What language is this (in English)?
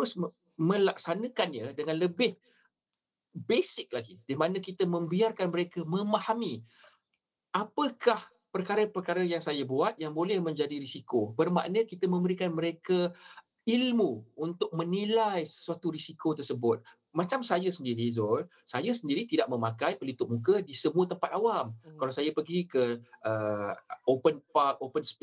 Malay